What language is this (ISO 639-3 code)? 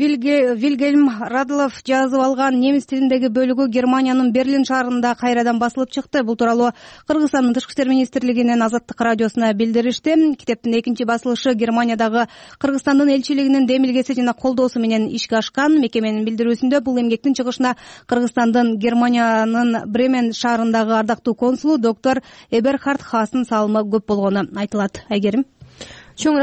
kir